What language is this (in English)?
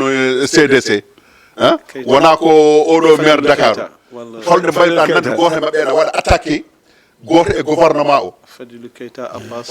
Fula